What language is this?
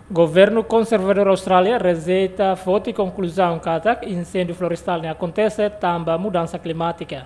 Tetum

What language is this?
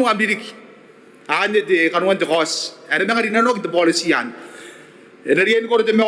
Gilbertese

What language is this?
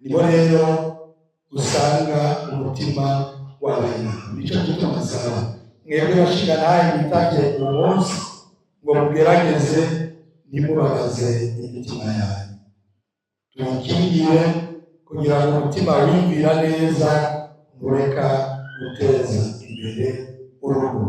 Rundi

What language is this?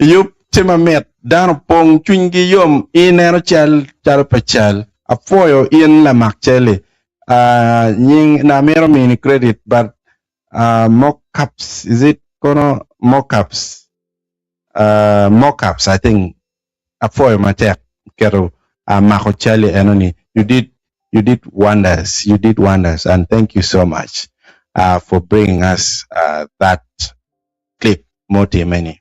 Acoli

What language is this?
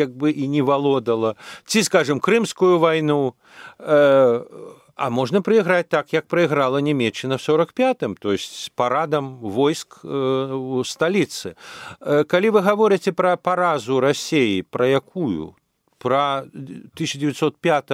Belarusian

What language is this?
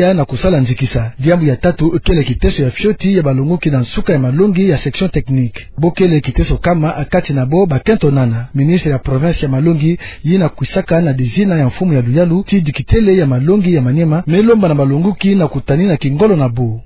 Kituba (Democratic Republic of Congo)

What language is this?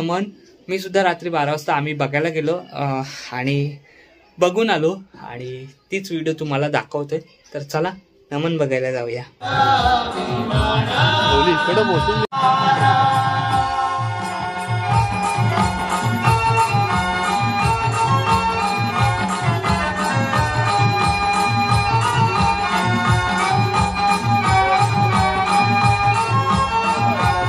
Marathi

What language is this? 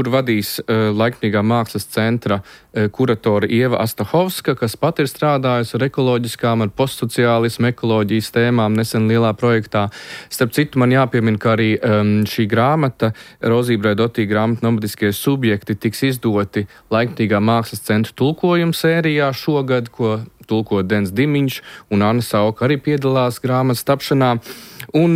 Latvian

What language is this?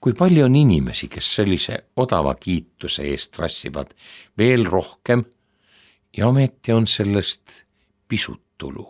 Estonian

